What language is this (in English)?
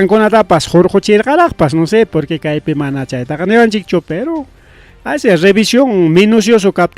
Ayacucho Quechua